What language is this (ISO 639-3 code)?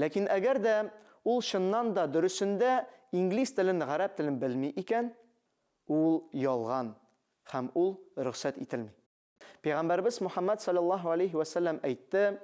tat